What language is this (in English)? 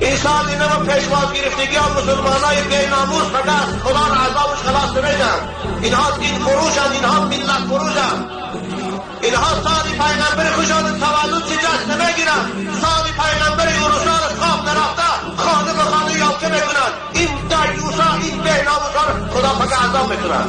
Tajik